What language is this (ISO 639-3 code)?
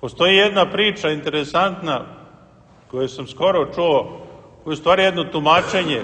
srp